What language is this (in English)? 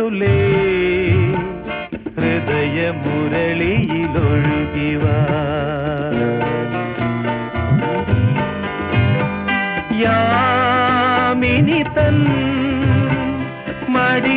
Malayalam